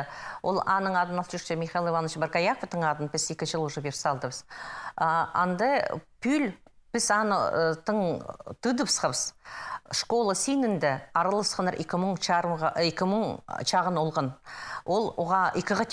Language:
Khakas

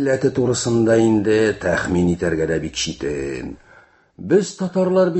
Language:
Tatar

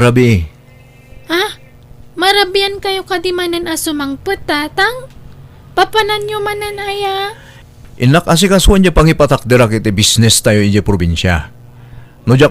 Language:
Iloko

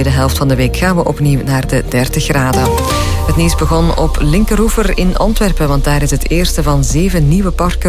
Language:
Dutch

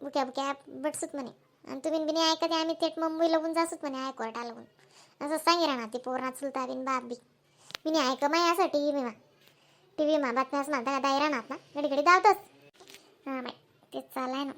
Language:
Khandesi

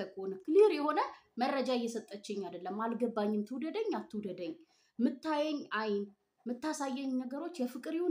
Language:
Amharic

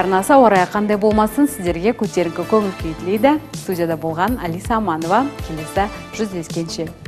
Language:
Kazakh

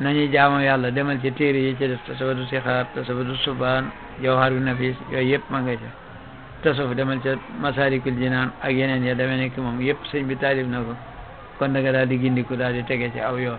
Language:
Wolof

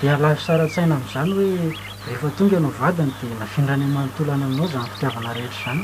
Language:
Malagasy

